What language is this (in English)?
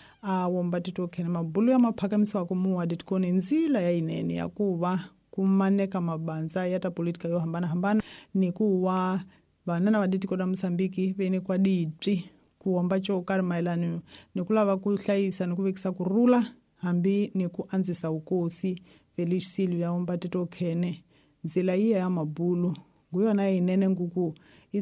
Tsonga